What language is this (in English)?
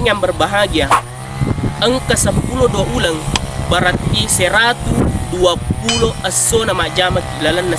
Buginese